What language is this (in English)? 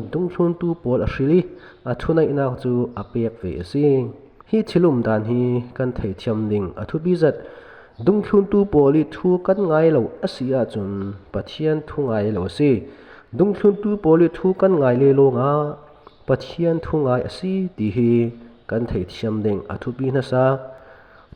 Falam Chin